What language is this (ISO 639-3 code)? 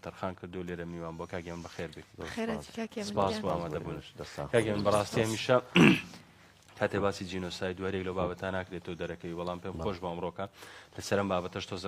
ckb